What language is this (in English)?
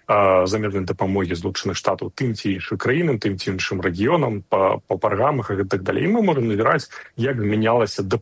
Belarusian